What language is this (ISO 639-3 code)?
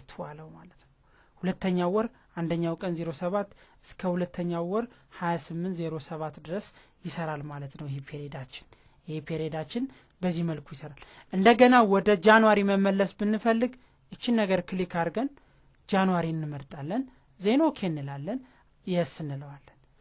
amh